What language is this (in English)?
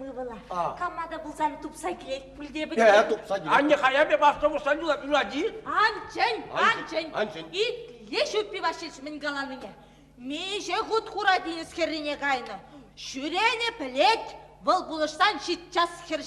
Chuvash